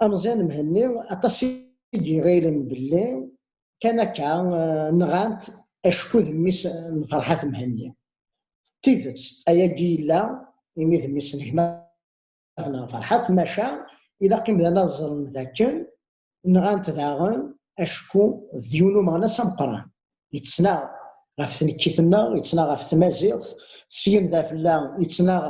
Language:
Kabyle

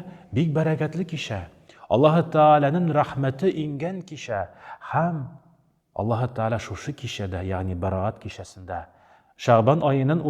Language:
Tatar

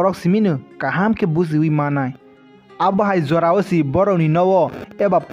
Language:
Kok Borok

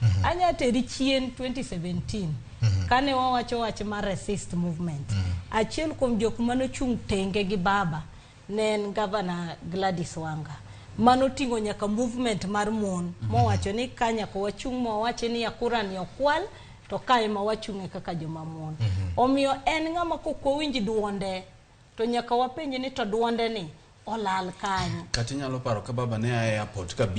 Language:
Luo (Kenya and Tanzania)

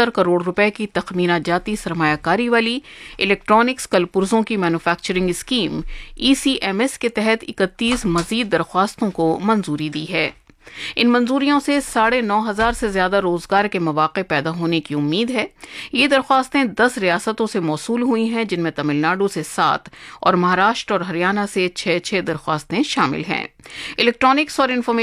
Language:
Urdu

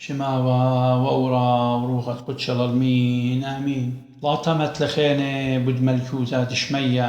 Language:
Assyrian Neo-Aramaic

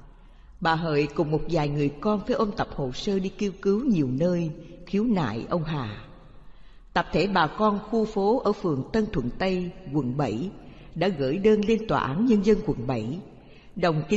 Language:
Vietnamese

